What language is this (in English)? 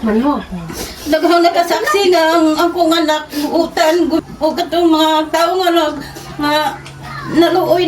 Cebuano